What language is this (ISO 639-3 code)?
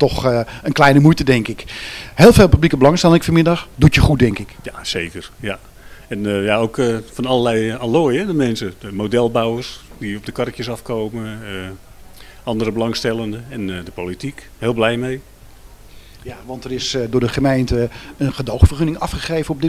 nld